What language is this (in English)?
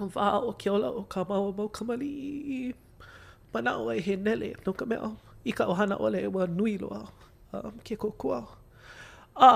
Hawaiian